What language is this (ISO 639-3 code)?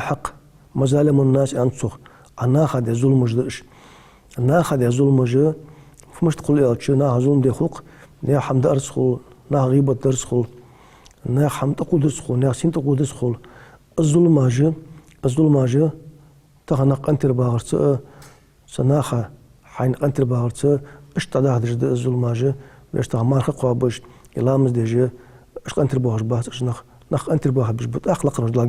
inh